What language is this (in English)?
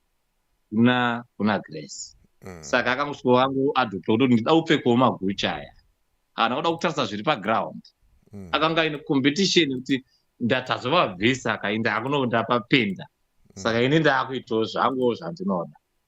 Shona